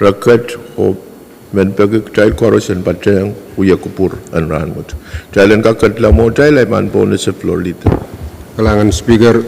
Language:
Pohnpeian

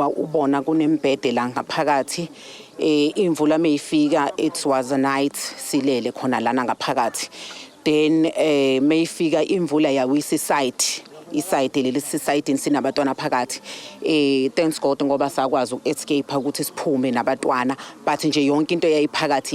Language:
Zulu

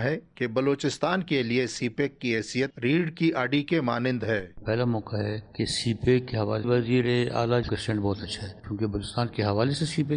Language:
Urdu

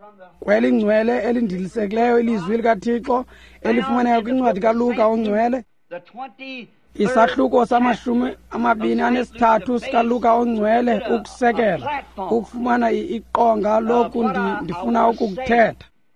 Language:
Xhosa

